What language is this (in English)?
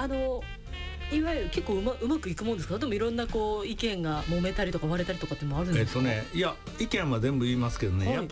Japanese